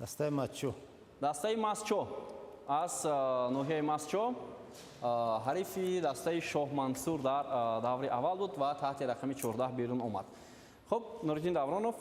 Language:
Tajik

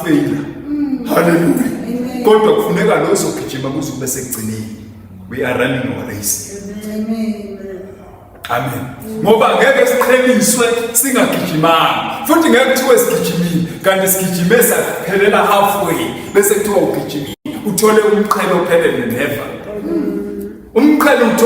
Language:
Zulu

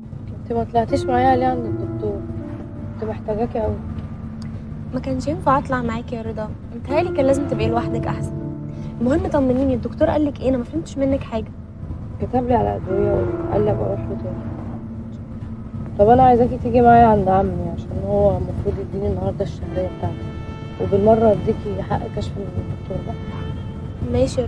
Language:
Egyptian Arabic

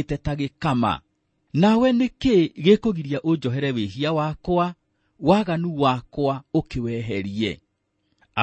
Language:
Kikuyu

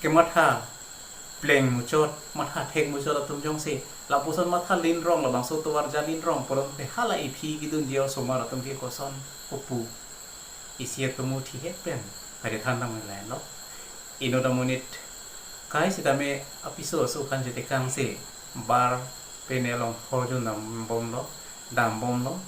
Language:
Karbi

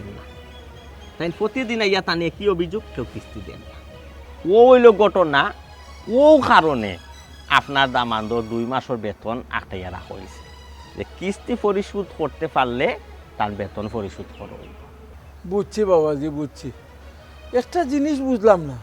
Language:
Sylheti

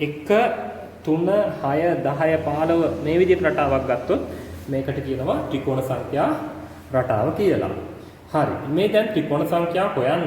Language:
Sinhala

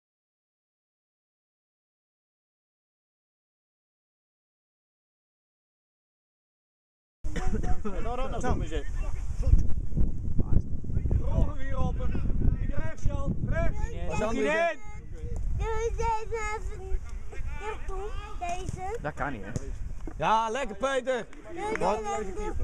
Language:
Dutch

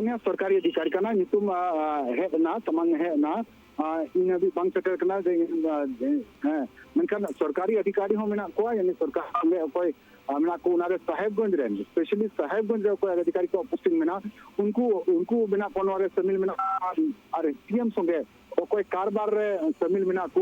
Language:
Santali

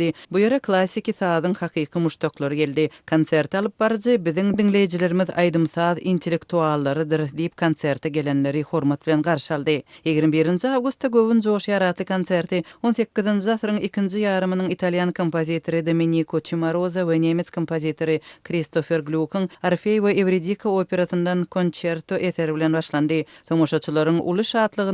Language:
Turkmen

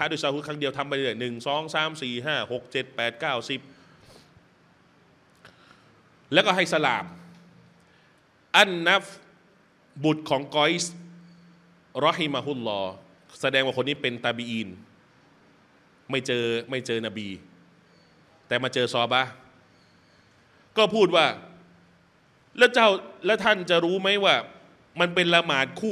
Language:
Thai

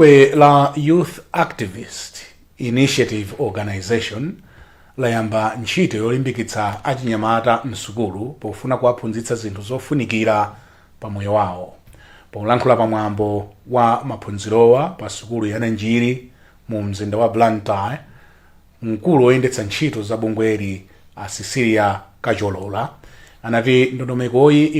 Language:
Nyanja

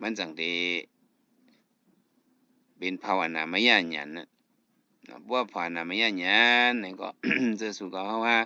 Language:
Shan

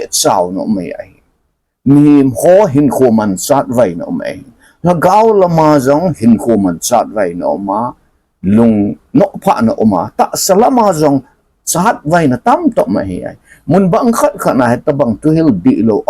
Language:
Thado Chin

